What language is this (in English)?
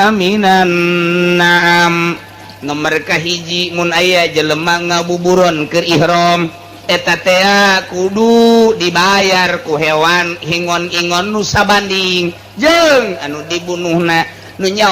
Sundanese